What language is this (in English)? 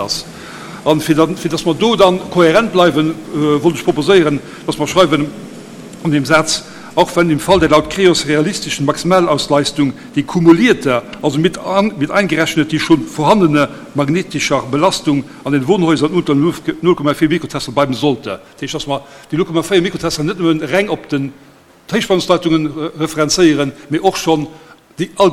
Luxembourgish